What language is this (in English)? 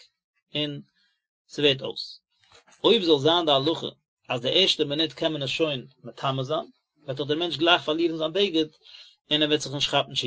Yiddish